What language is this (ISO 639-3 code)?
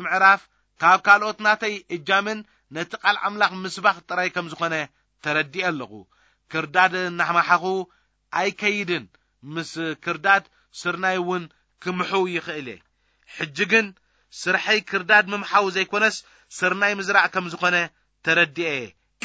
tir